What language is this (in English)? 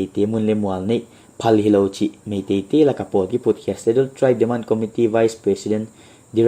Paite Chin